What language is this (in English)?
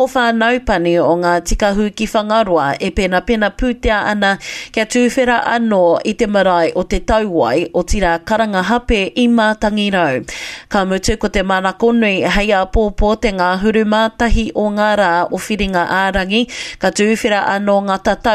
Māori